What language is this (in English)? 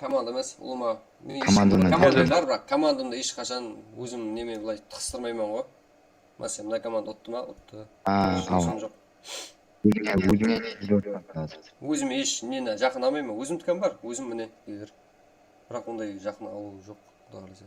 Kara-Kalpak